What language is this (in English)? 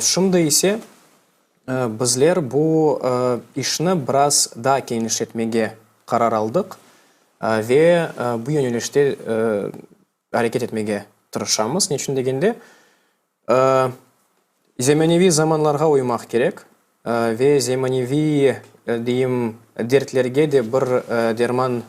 Crimean Tatar